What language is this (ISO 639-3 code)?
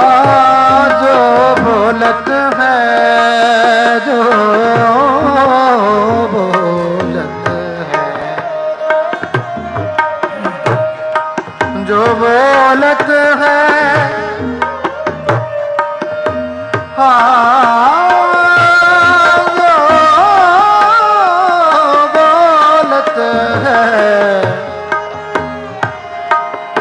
hin